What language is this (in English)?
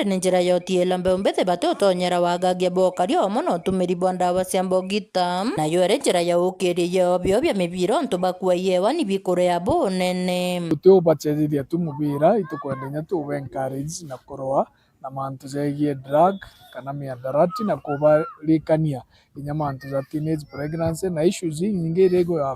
Meru